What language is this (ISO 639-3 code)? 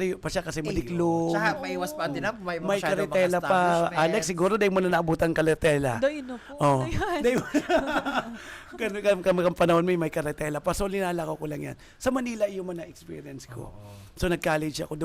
bik